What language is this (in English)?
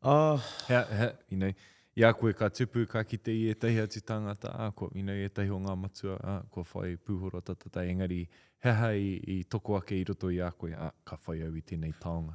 Māori